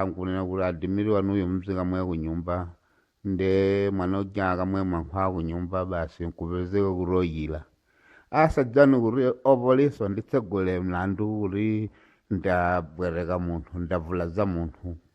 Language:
Nyanja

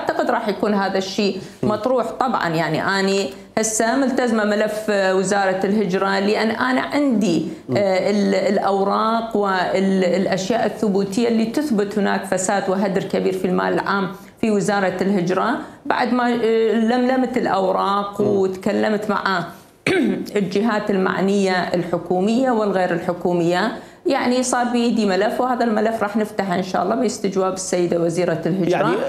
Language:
Mesopotamian Arabic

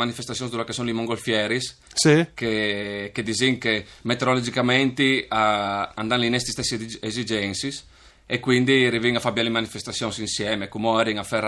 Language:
Friulian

